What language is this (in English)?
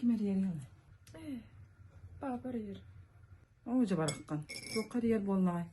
Yakut